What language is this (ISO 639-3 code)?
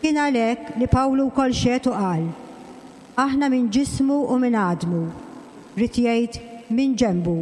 mlt